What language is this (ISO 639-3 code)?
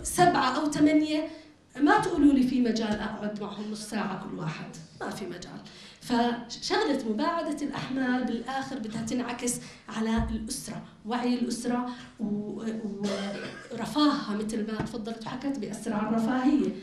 apc